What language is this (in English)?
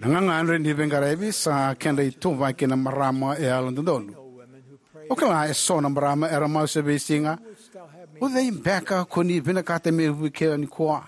Fijian